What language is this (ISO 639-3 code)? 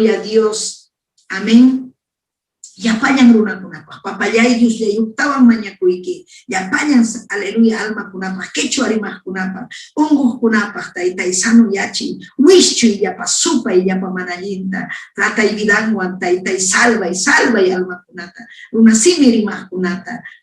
quy